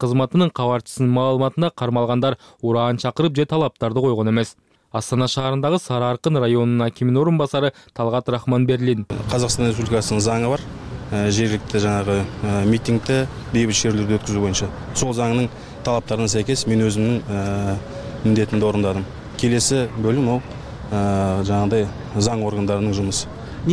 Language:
Kyrgyz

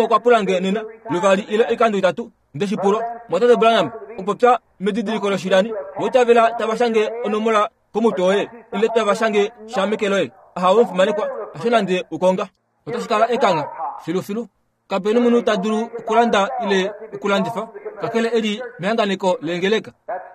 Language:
Kuanyama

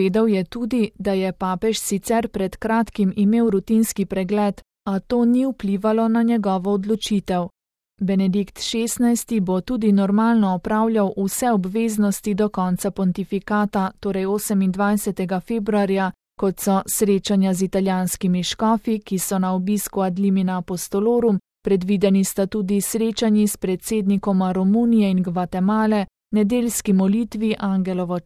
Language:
Slovenian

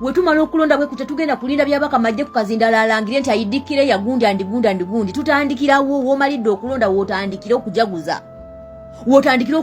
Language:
Ganda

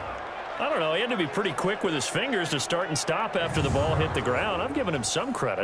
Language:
English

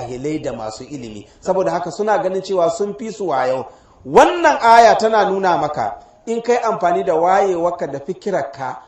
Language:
Hausa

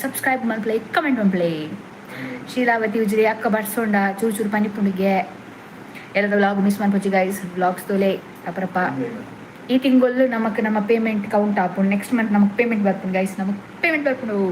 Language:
Tulu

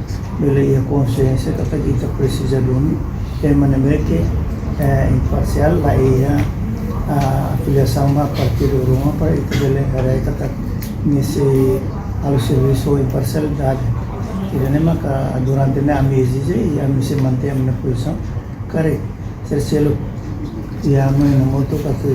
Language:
Tetum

